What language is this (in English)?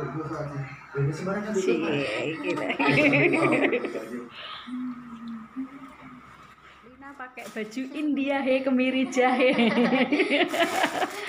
Indonesian